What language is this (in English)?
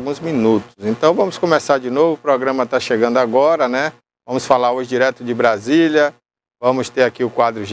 Portuguese